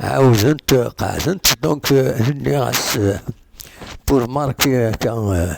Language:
Kabyle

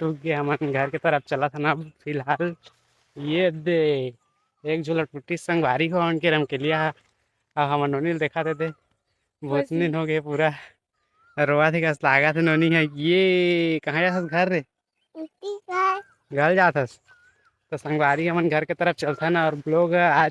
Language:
Chhattisgarhi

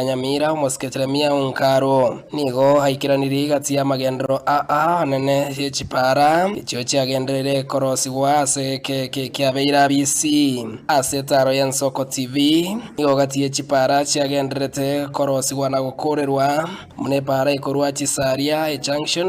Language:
Gusii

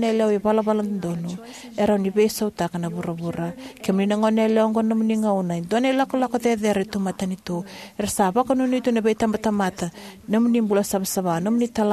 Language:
Fijian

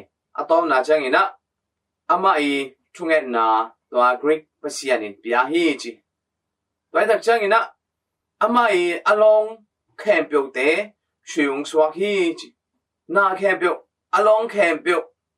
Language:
Tedim Chin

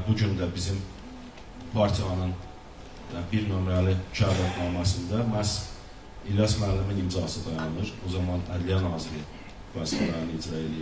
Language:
Azerbaijani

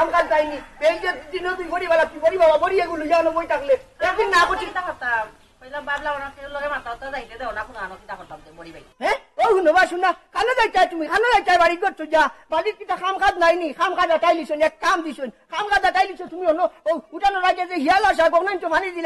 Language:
Sylheti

